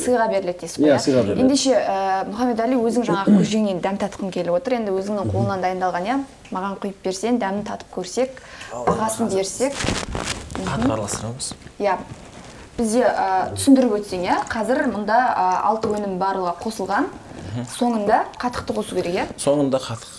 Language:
Kazakh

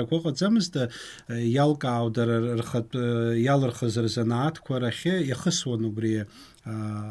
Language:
Abkhazian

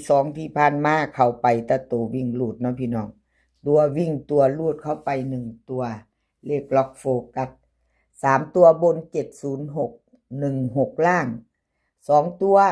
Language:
Northeastern Thai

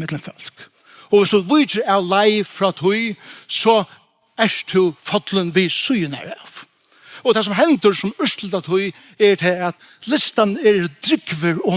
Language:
Faroese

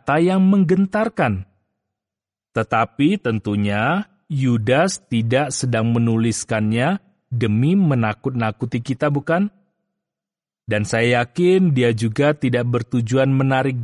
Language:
Indonesian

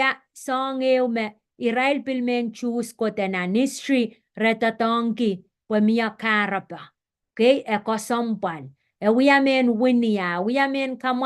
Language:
Pohnpeian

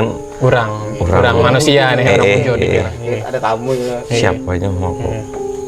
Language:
Banjar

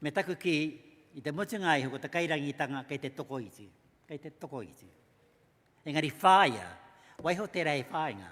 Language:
Māori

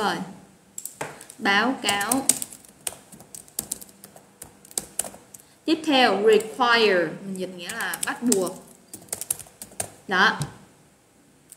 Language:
Vietnamese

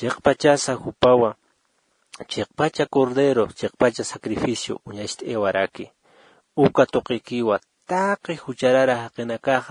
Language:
Aymara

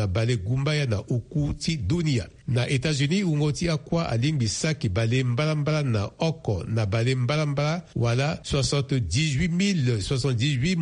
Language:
Sango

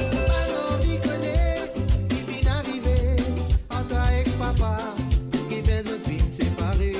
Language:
Morisyen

